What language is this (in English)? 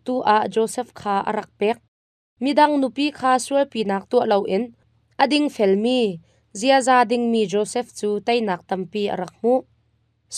Hakha Chin